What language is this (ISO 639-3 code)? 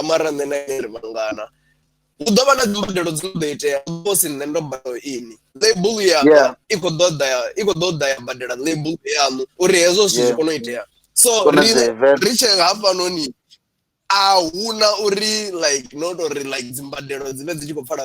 ven